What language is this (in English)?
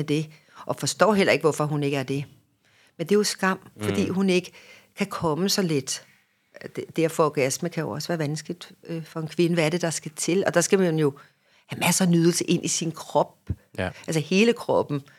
Danish